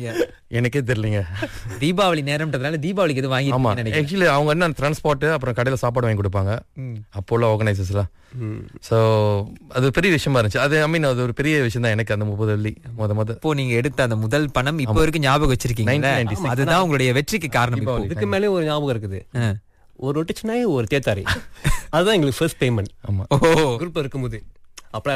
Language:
Tamil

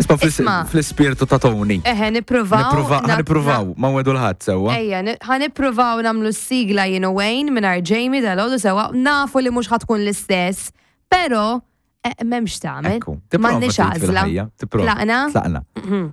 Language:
Maltese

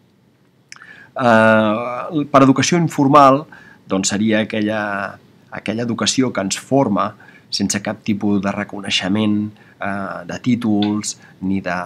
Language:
Catalan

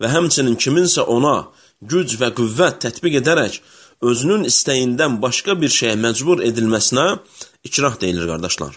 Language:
Azerbaijani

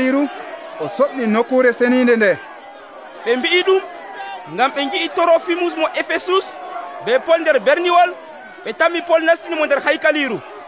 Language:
Nigerian Fulfulde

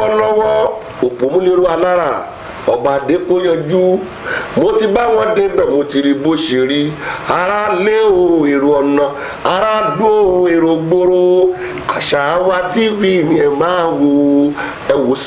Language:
Yoruba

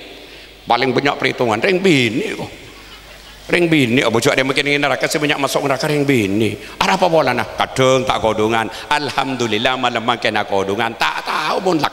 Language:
Madurese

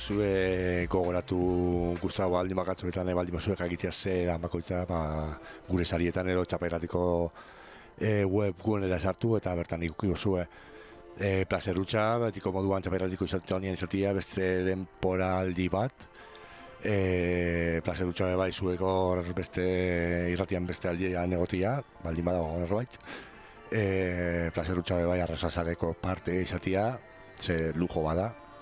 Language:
Basque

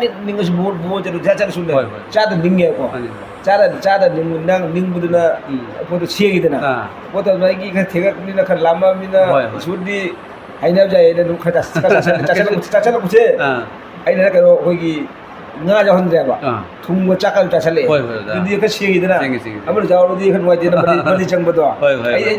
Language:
Manipuri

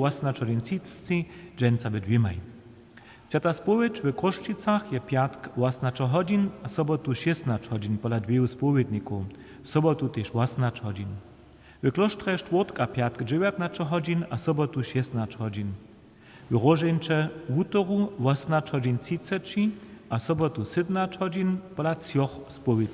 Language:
Upper Sorbian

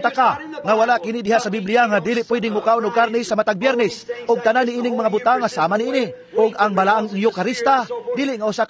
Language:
Cebuano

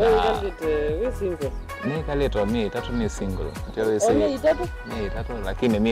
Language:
Kamba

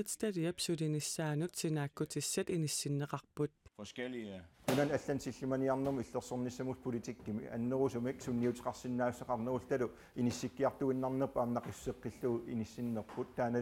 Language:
Kalaallisut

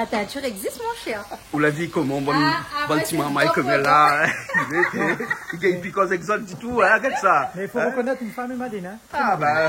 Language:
Réunion Creole French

